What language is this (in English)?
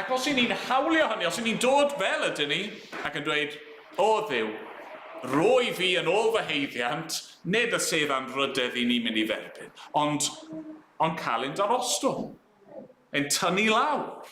Welsh